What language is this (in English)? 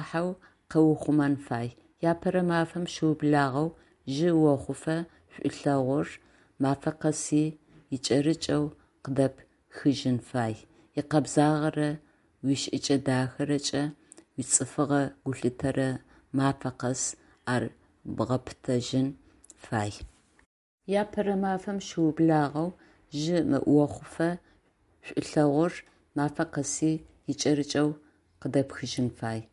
Adyghe